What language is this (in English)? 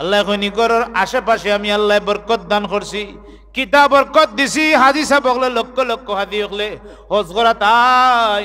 Sylheti